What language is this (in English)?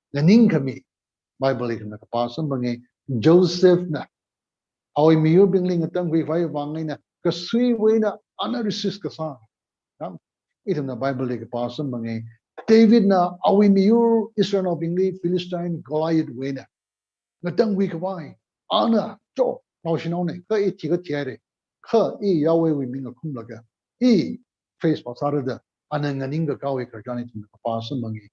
Tangkhul Naga (India)